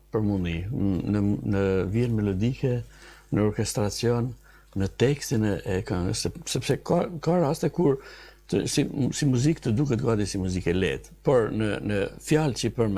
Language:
Albanian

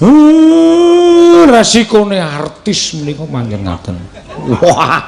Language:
Javanese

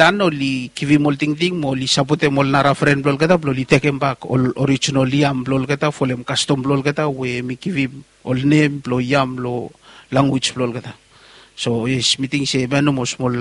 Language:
Bislama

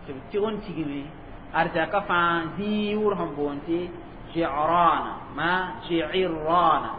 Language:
Mossi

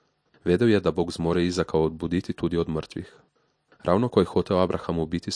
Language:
Slovenian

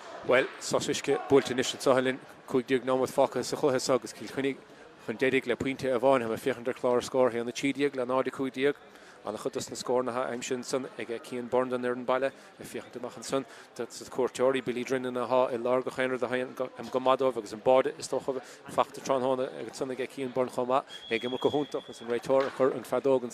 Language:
Irish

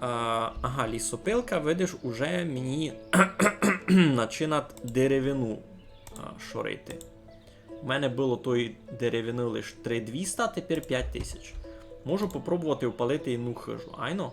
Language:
Rusyn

